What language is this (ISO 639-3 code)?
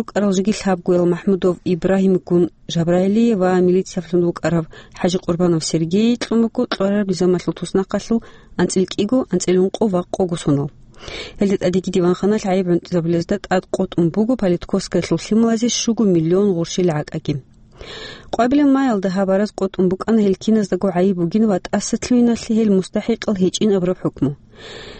ava